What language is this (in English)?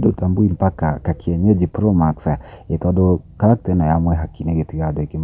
Kikuyu